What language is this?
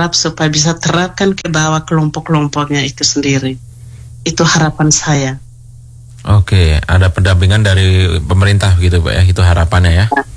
Indonesian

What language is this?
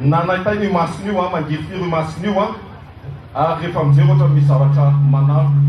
Malagasy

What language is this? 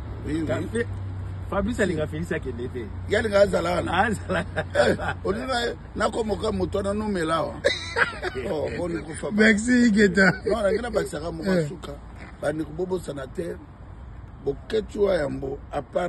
Lingala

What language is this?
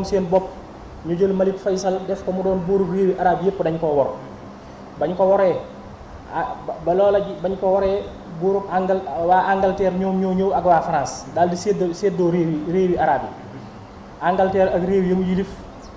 Wolof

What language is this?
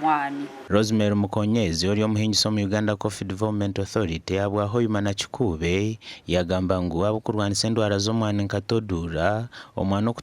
Nyankole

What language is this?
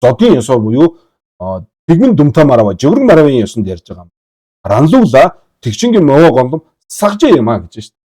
Mongolian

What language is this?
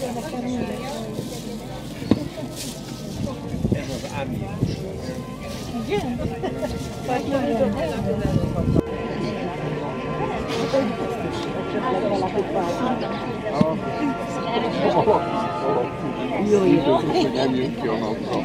Hungarian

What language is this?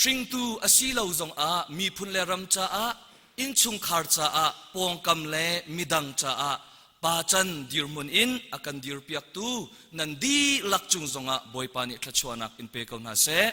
Hakha Chin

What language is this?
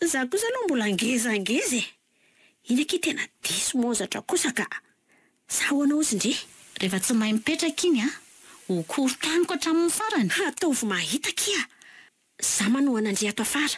Malagasy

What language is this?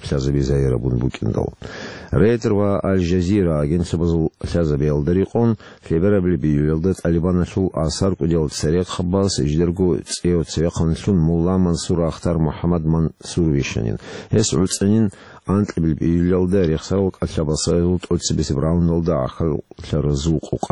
Avaric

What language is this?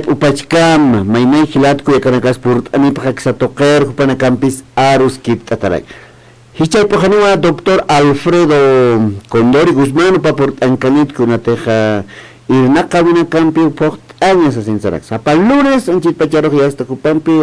Aymara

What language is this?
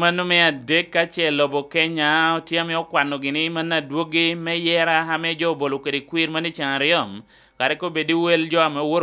Lango (Uganda)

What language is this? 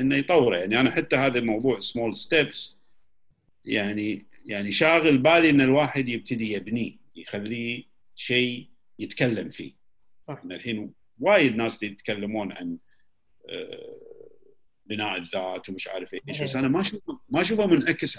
Gulf Arabic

